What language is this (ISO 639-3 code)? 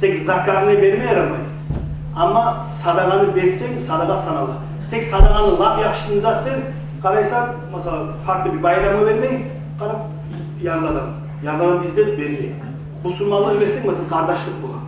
kum